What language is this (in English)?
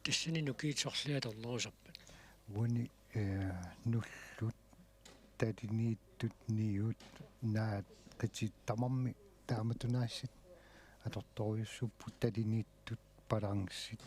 Kalaallisut